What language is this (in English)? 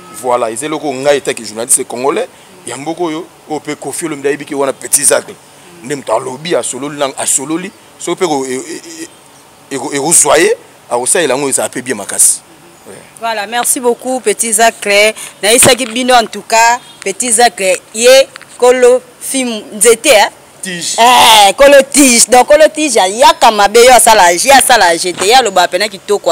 Lingala